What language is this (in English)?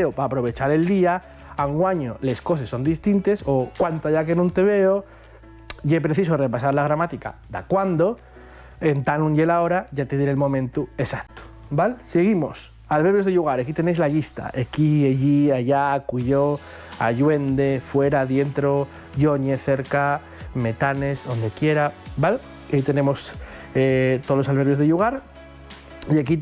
Asturian